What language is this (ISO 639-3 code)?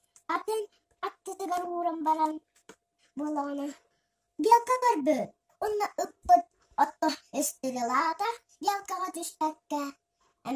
sah